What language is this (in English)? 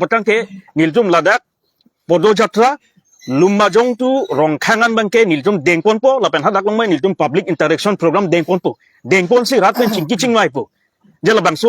Karbi